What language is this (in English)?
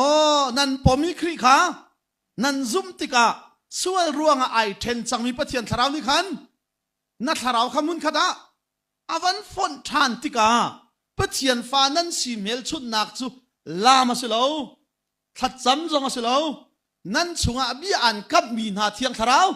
Hakha Chin